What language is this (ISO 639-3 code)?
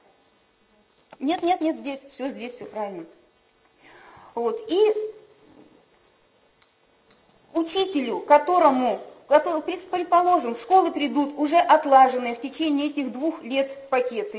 rus